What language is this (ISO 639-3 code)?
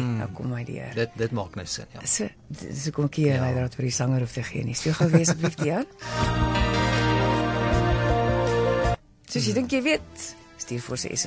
afr